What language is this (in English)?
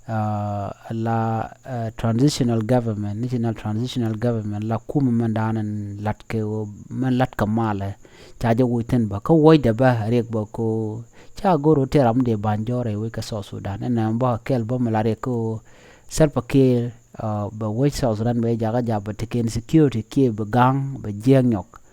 Nuer